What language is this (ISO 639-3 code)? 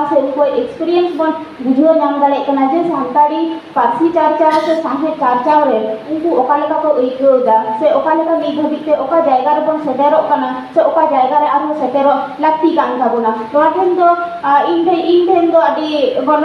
sat